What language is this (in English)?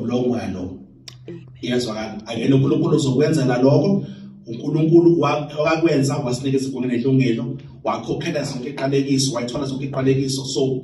Zulu